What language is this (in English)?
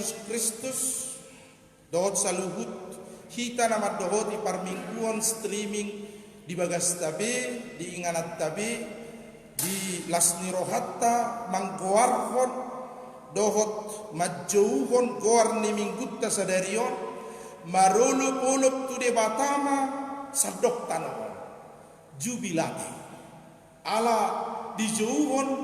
Batak Toba